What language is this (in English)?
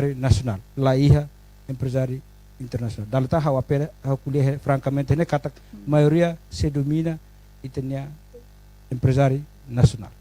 Tetum